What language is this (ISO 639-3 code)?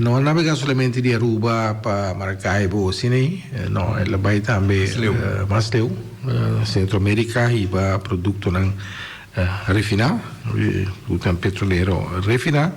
pap